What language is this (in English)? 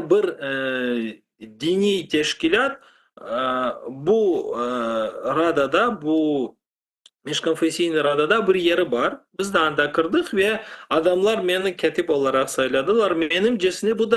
Crimean Tatar